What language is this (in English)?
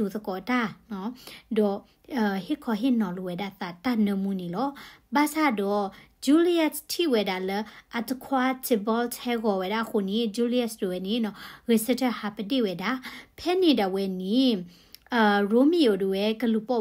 S'gaw Karen